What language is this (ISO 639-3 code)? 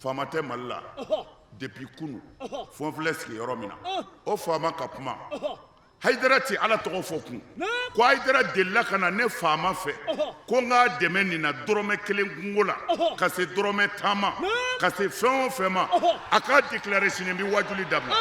bam